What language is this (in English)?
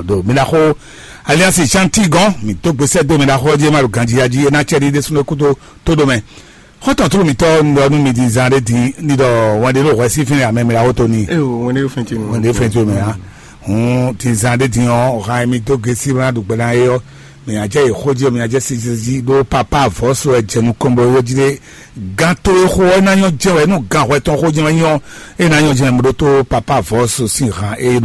Fon